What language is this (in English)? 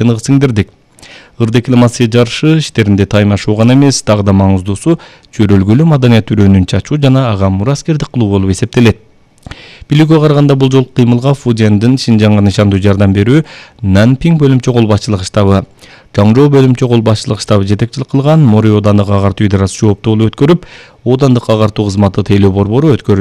Kyrgyz